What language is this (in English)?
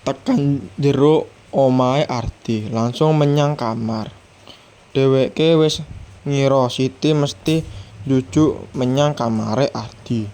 Javanese